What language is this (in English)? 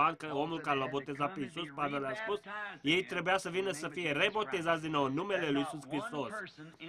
Romanian